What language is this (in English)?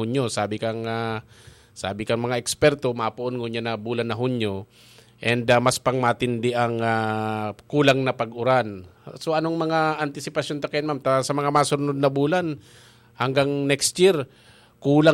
Bikol